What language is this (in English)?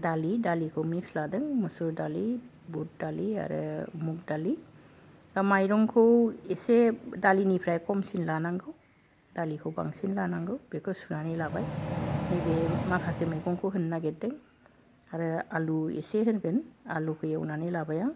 Bodo